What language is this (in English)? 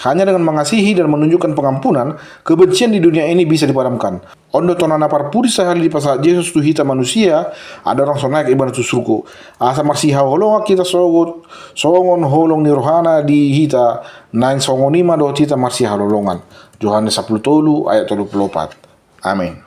Batak Toba